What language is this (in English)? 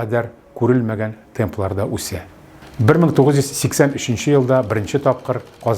Tatar